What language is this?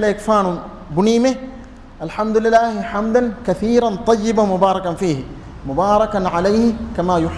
Divehi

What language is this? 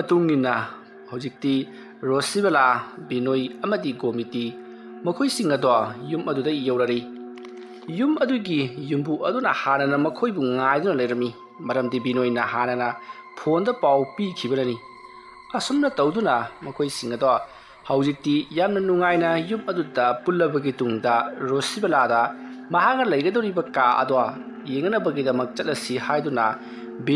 Manipuri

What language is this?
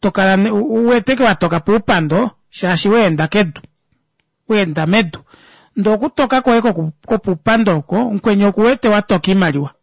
Kuanyama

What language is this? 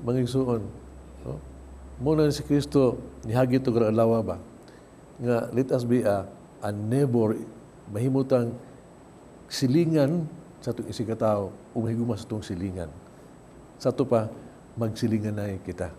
Cebuano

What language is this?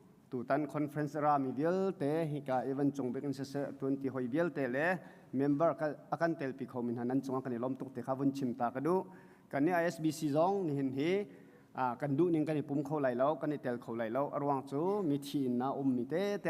Hakha Chin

